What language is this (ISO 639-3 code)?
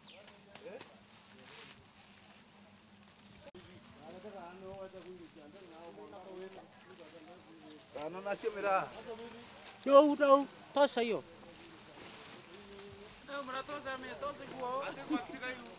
swa